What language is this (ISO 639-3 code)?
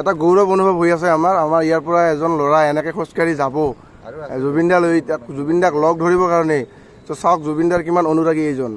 asm